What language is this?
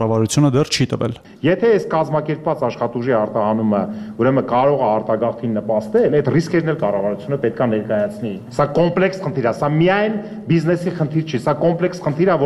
Armenian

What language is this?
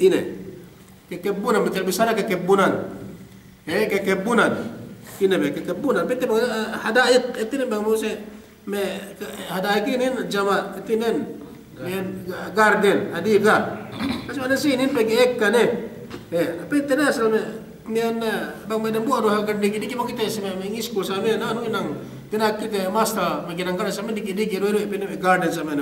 Yakan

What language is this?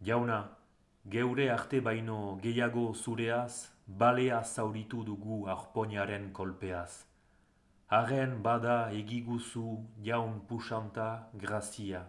Basque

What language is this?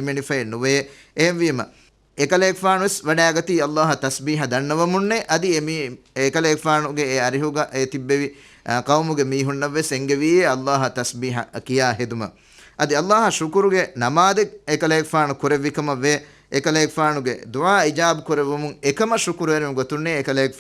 Divehi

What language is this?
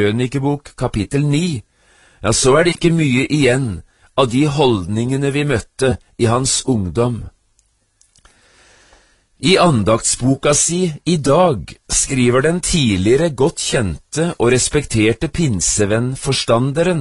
Norwegian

